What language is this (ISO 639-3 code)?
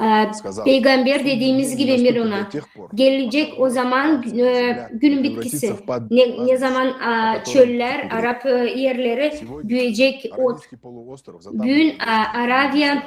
gag